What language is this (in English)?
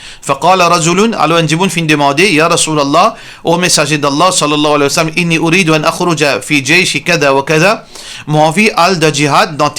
Morisyen